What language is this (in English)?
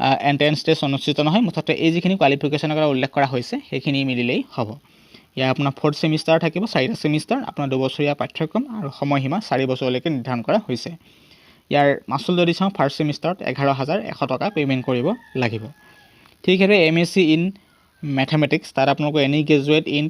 Assamese